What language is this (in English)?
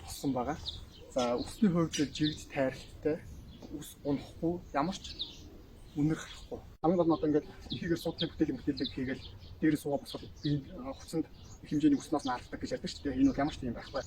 Mongolian